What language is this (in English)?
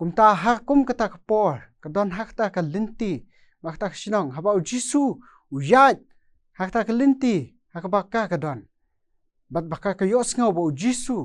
Khasi